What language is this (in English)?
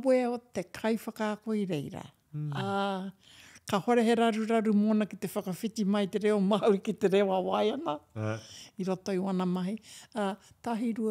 Māori